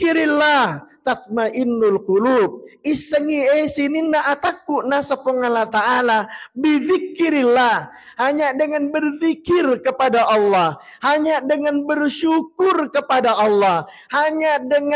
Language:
Buginese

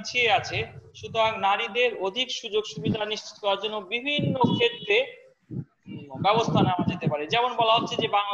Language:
Bangla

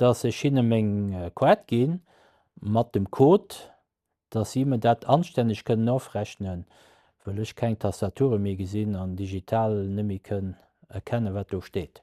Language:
Luxembourgish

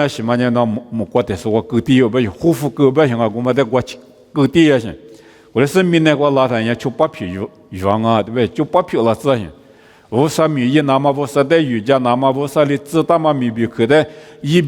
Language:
Lisu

